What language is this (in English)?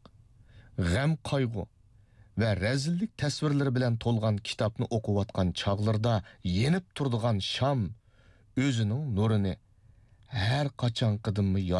Uyghur